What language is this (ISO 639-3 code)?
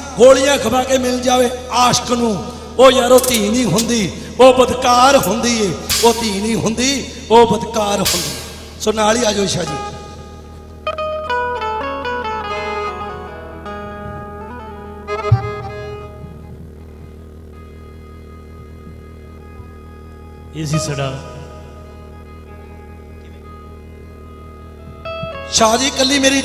pan